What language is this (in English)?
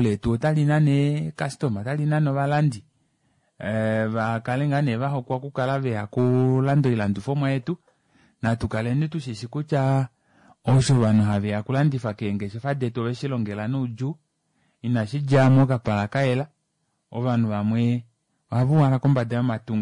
Kuanyama